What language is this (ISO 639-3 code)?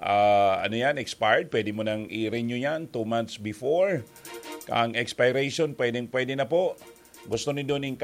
bik